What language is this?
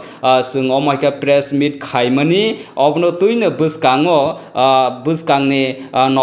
Kok Borok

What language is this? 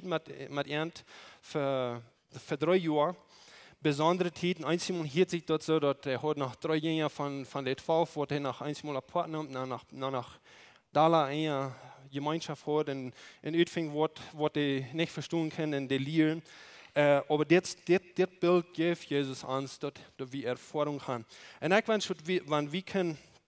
Plautdietsch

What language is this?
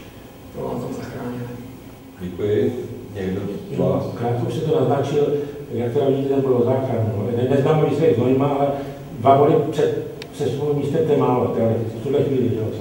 Czech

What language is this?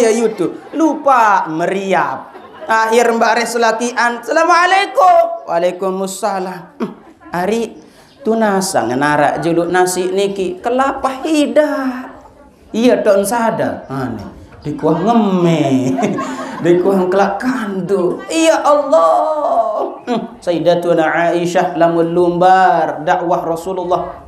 Sasak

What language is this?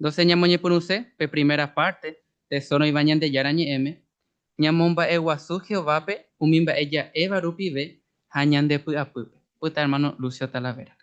Guarani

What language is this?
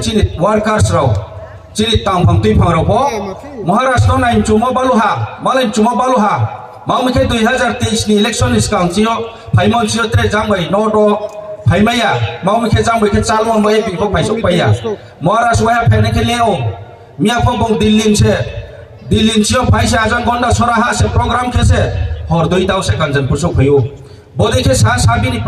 Riang (India)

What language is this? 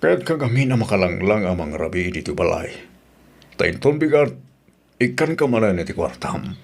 Iloko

